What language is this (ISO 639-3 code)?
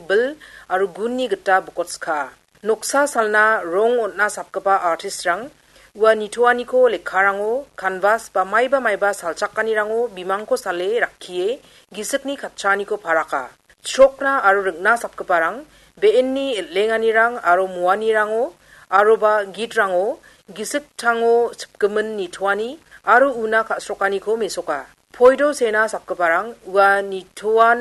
grt